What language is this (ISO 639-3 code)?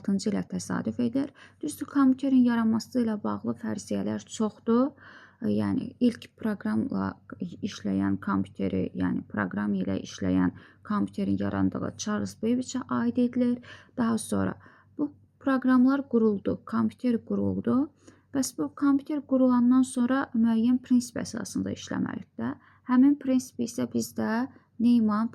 aze